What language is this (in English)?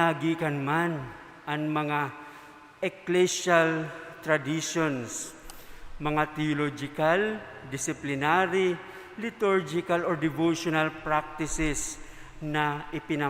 Bikol